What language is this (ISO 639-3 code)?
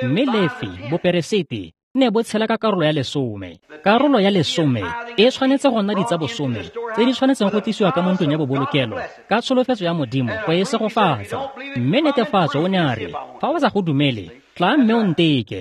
tsn